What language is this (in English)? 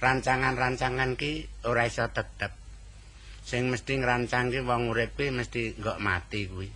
Javanese